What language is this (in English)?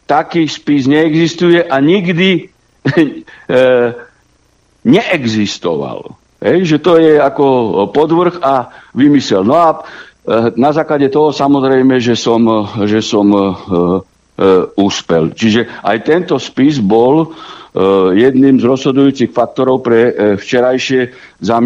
Slovak